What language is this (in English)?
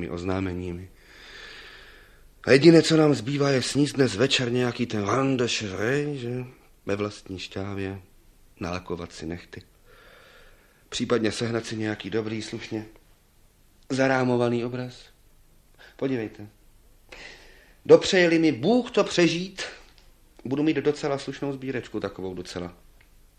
Czech